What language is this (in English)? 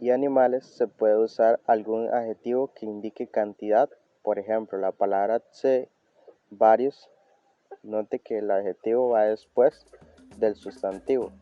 Bribri